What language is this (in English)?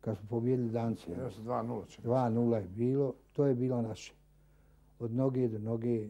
Bosnian